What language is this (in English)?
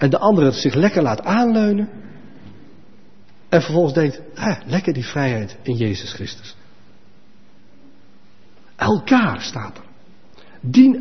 Dutch